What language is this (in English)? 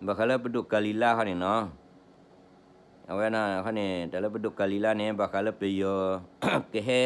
S'gaw Karen